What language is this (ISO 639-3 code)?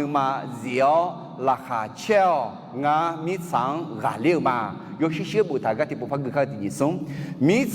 ahk